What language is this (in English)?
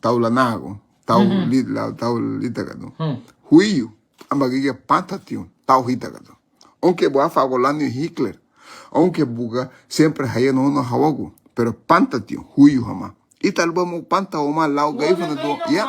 Garifuna